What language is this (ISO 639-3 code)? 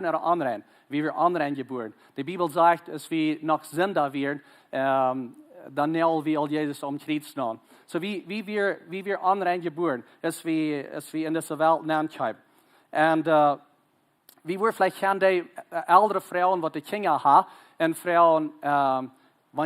pdt